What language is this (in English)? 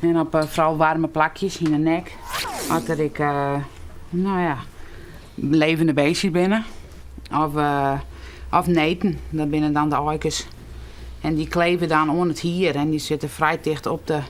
Western Frisian